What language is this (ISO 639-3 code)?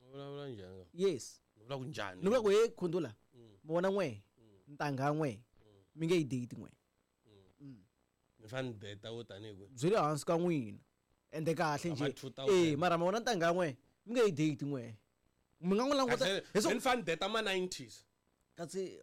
tso